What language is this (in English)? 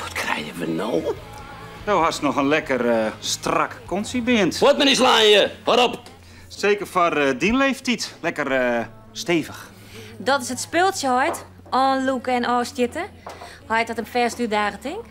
Western Frisian